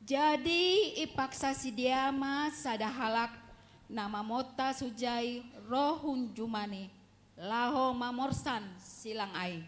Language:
Batak Simalungun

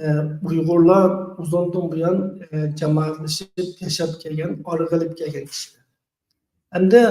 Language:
Uyghur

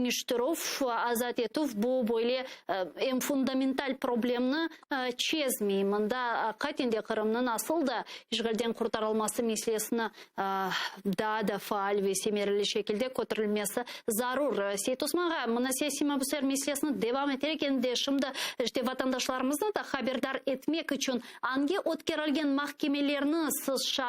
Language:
Crimean Tatar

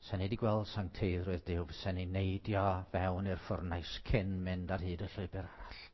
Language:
Welsh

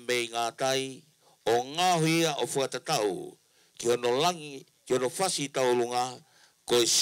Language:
Tongan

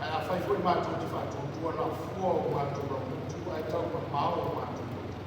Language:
Samoan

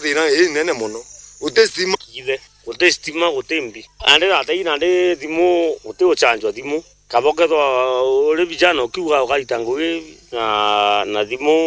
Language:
Meru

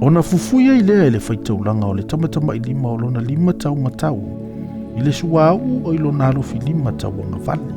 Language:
Samoan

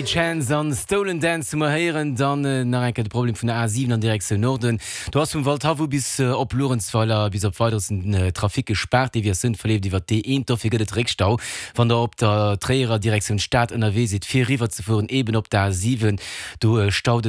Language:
Luxembourgish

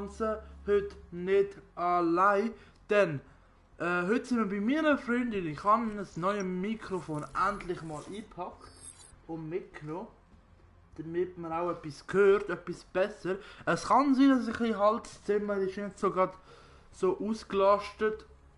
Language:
Swiss German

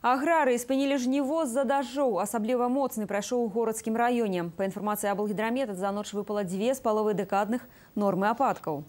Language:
Belarusian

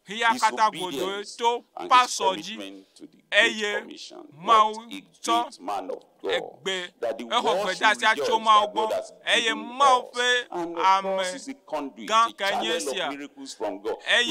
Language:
Ewe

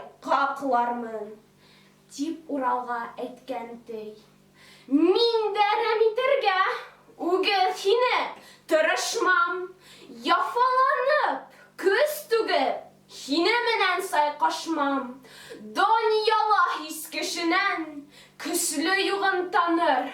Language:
Bashkir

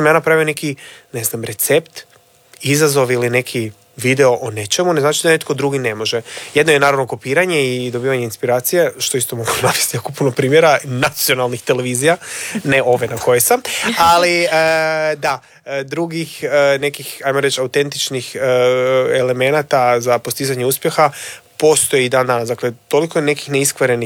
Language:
Croatian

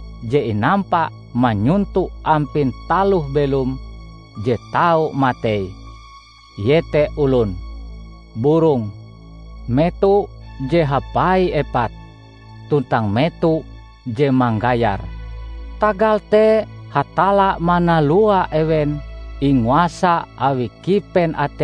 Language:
Ngaju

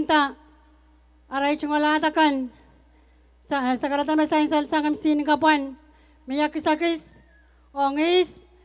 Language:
Pohnpeian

